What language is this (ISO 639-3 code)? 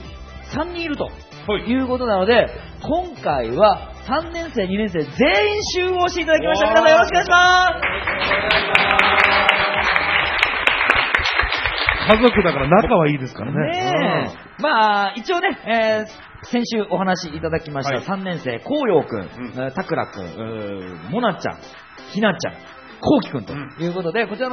jpn